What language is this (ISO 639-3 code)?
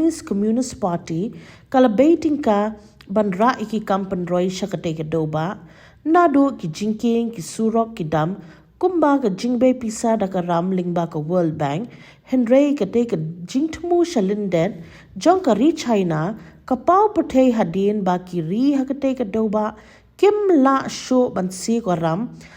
kha